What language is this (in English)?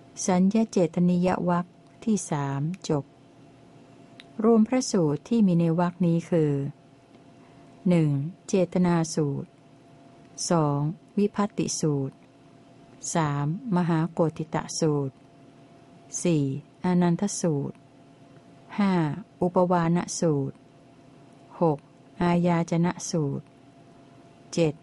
Thai